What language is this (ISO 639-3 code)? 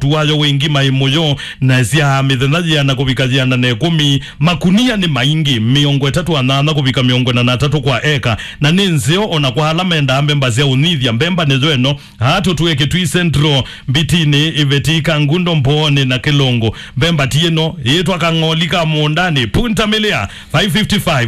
kam